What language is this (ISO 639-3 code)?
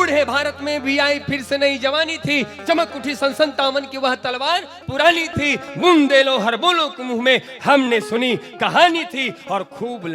hne